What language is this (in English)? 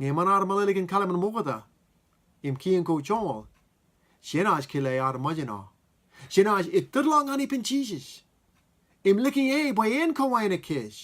Marshallese